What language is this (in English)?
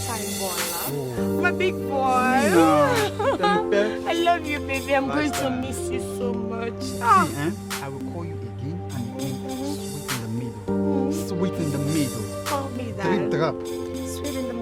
Nigerian Pidgin